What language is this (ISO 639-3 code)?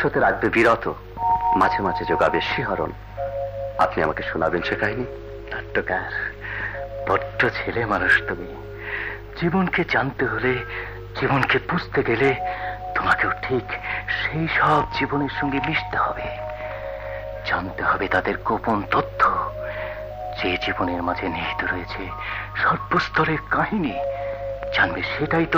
ben